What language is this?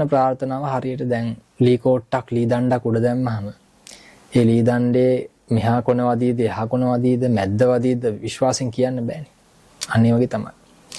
Sinhala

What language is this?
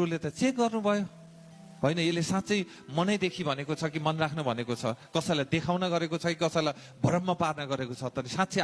Nepali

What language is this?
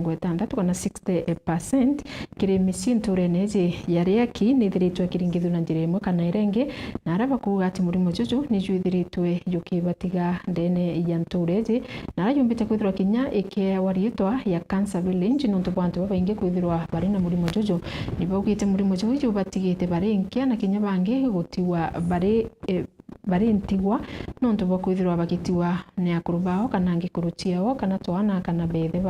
Meru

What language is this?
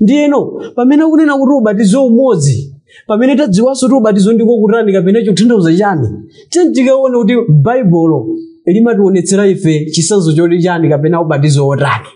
Nyanja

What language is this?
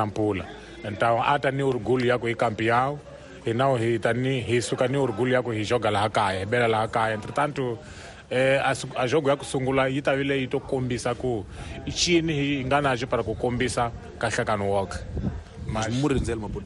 Tsonga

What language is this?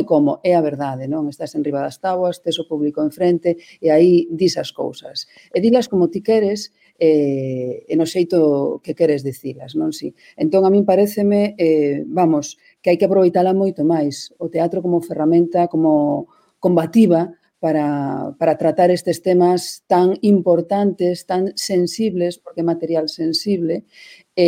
Galician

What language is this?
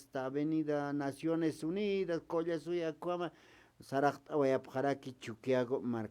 Aymara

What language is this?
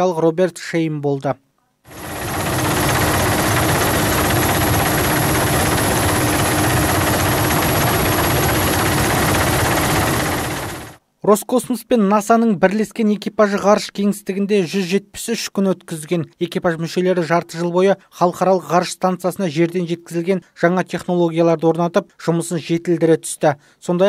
Kazakh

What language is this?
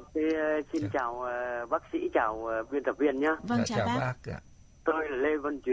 Vietnamese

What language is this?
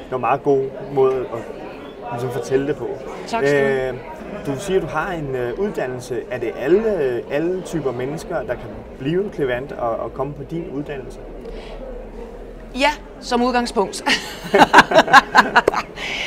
Danish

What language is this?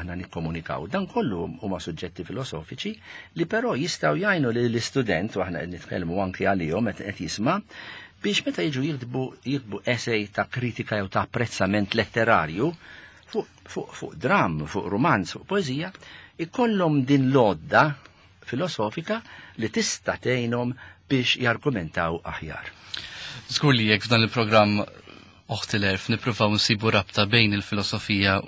Maltese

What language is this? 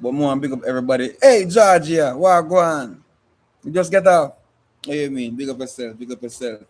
Jamaican Creole English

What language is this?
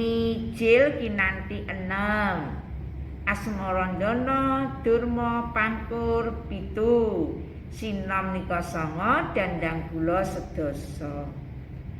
Javanese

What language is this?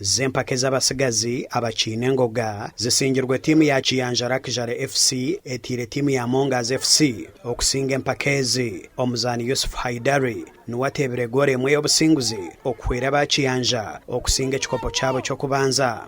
Nyankole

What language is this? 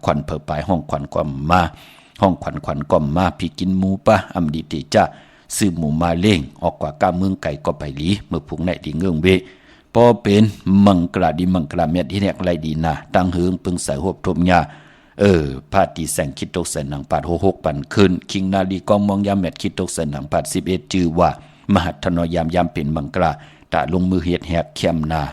Shan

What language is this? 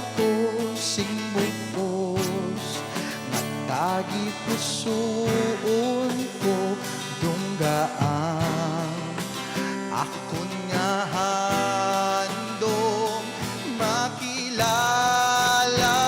Hiligaynon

